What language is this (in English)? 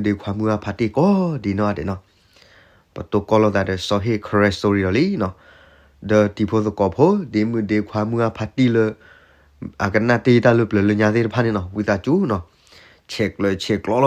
S'gaw Karen